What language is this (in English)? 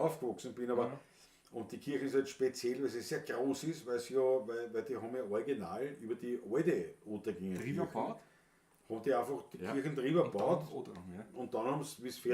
Bavarian